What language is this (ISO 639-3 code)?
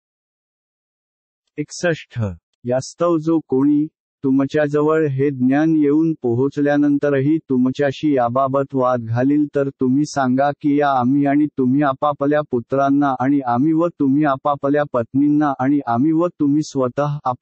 mar